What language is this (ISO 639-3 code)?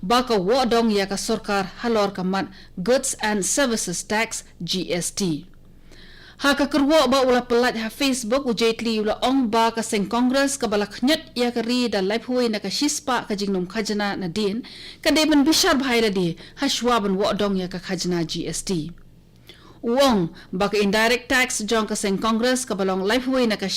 kha